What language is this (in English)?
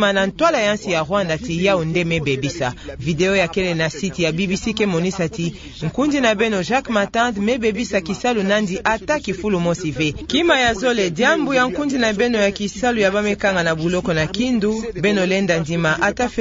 Kituba (Democratic Republic of Congo)